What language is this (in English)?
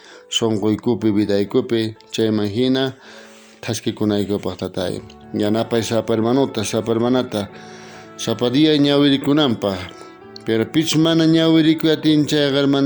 South Bolivian Quechua